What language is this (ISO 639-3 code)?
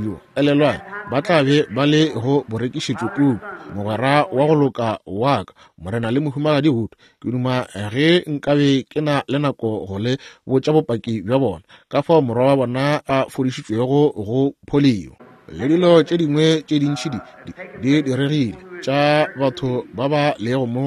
nso